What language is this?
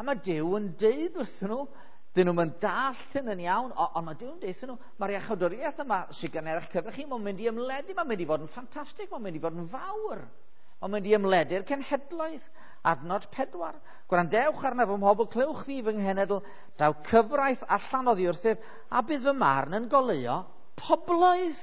Welsh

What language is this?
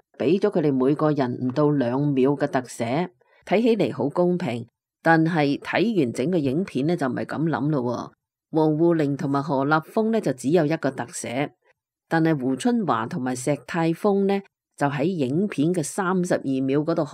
Cantonese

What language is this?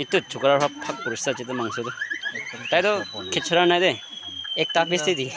Naga Pidgin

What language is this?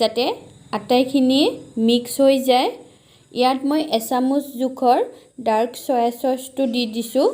Assamese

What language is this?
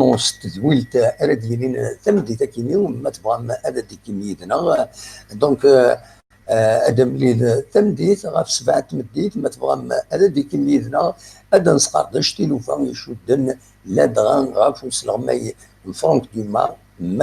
Kabyle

